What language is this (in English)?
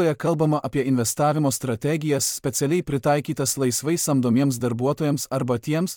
Lithuanian